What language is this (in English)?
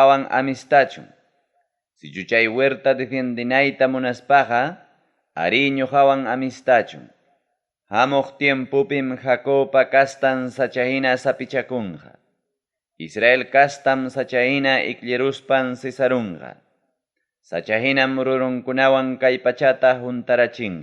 Ayacucho Quechua